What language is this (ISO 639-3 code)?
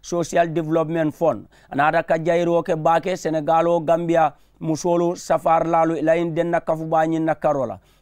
man